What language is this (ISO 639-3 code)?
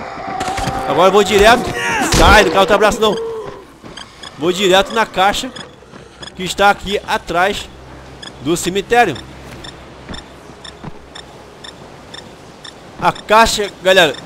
por